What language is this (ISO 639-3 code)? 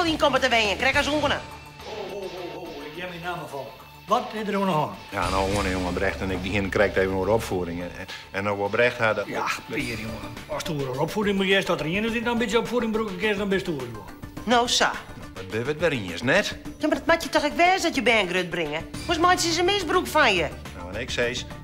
fry